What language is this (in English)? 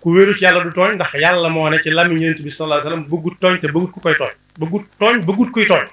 Wolof